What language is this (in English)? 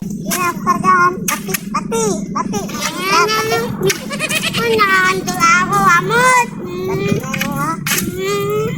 Cebuano